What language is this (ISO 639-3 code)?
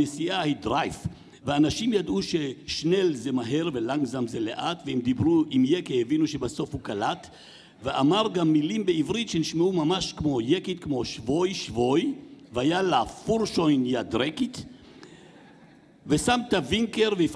heb